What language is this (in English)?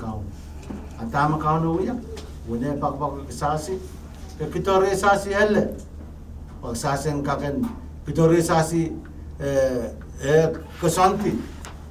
Pohnpeian